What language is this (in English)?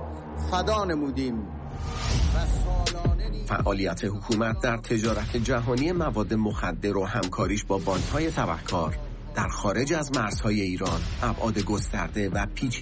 Persian